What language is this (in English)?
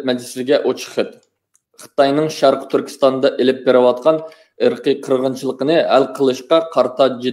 Uyghur